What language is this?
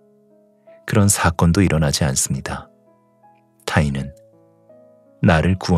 Korean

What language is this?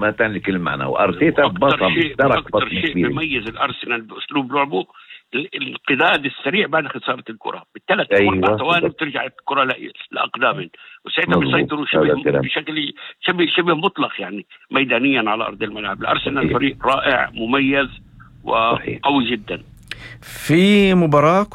North Levantine Arabic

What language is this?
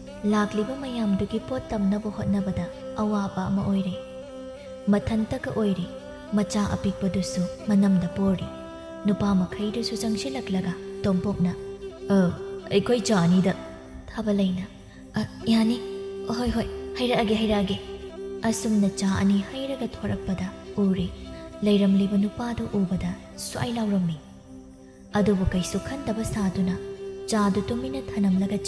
Manipuri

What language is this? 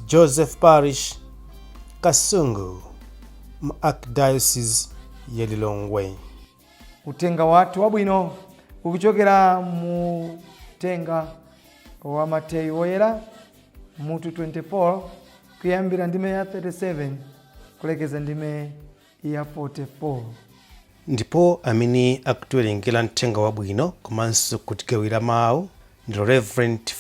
Nyanja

